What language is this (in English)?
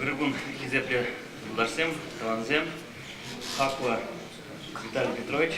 Chuvash